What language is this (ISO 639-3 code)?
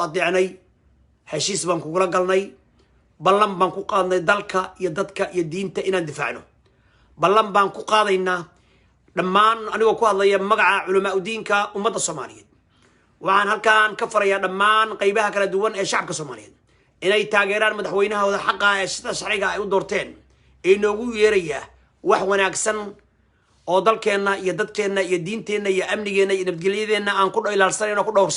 som